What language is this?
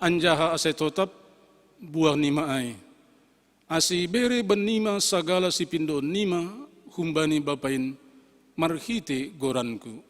Batak Simalungun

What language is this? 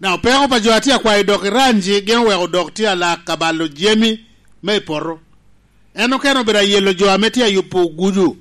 Lango (Uganda)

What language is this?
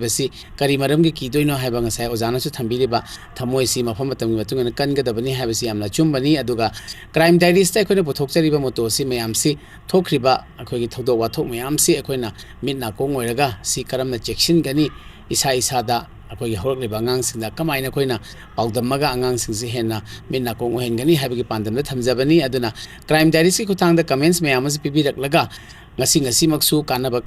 Manipuri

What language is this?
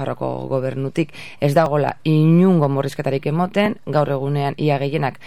Basque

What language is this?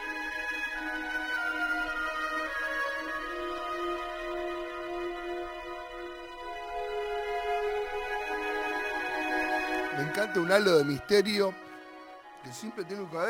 Spanish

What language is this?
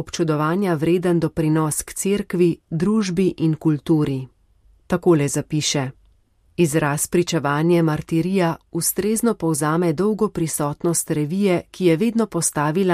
Slovenian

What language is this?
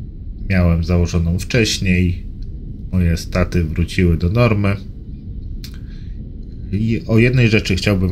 Polish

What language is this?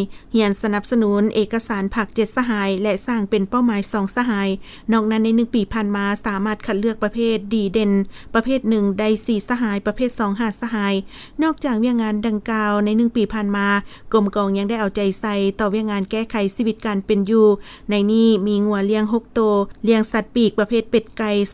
Lao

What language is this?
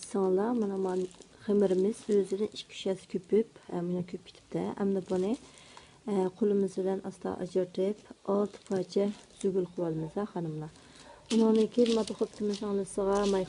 Uyghur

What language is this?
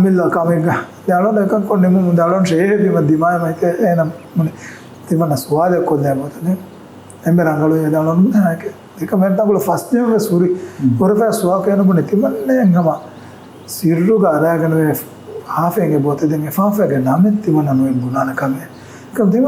Divehi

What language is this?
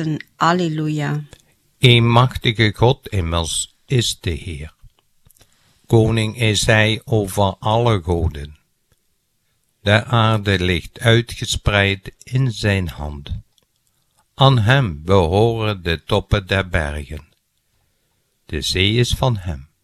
Dutch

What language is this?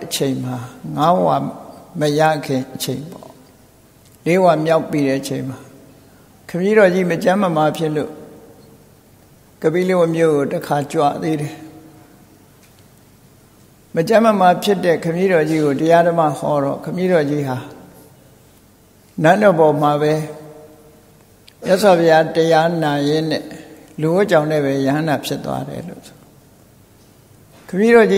Burmese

